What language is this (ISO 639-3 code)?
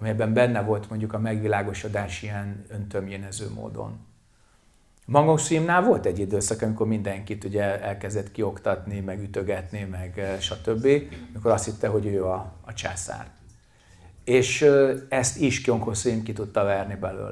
hun